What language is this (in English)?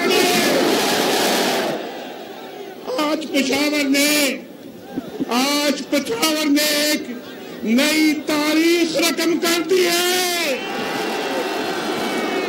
Urdu